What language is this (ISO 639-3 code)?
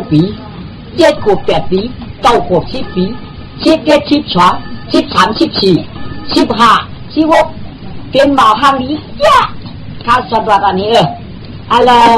shn